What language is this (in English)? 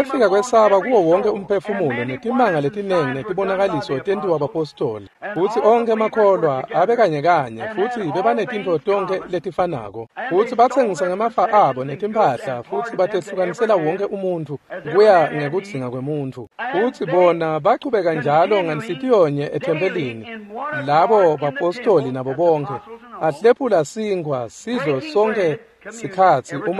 Swati